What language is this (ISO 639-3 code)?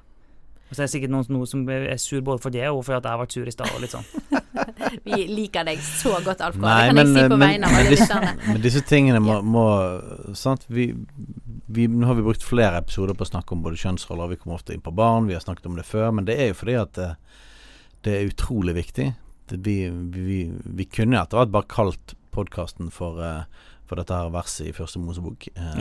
nor